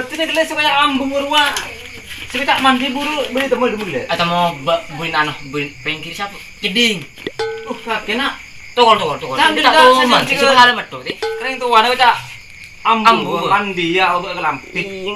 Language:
Madurese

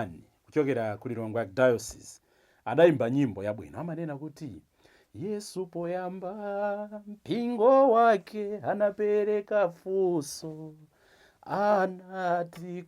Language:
Nyanja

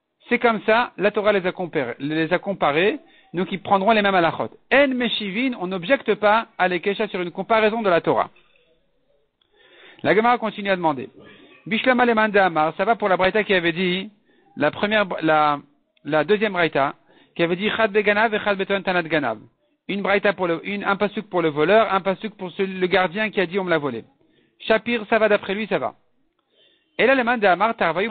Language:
French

